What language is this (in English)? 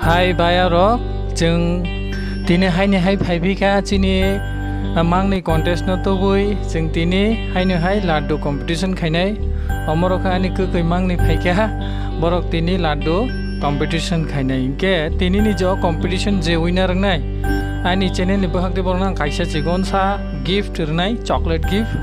Kok Borok